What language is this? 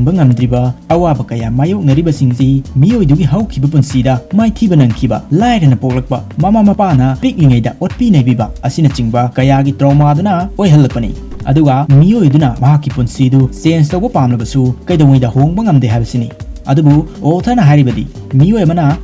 Manipuri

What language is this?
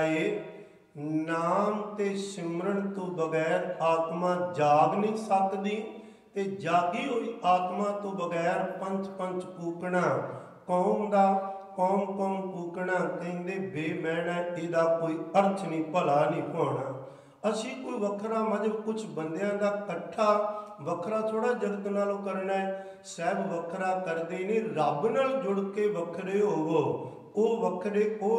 Punjabi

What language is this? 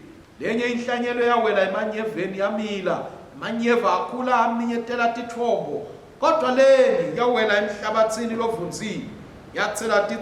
Swati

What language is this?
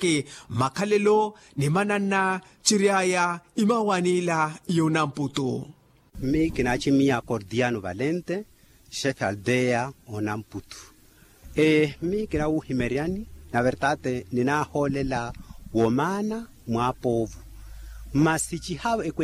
Makhuwa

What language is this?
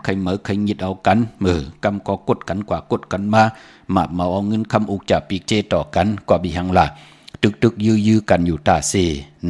Shan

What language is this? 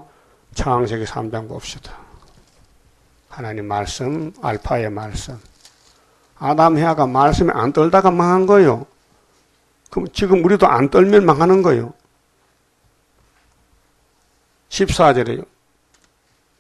Korean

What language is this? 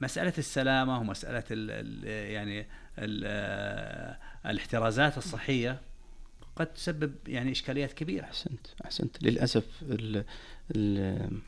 Najdi Arabic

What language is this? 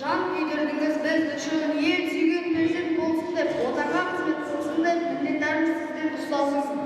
Kara-Kalpak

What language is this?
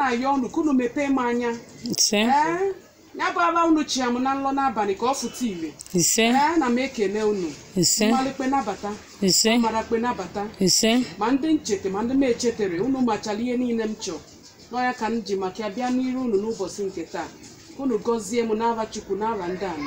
Igbo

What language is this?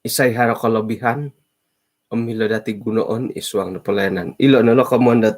Central Dusun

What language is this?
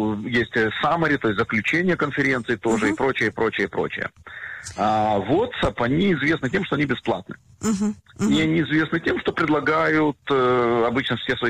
Russian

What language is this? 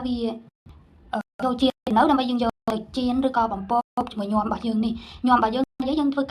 Khmer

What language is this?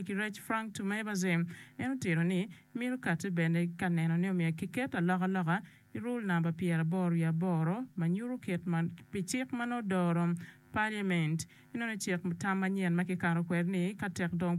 Acoli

